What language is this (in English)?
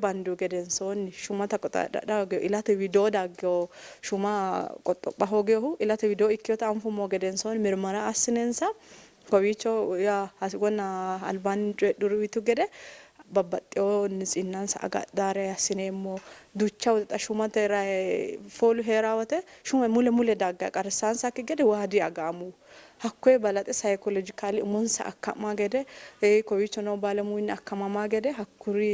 Sidamo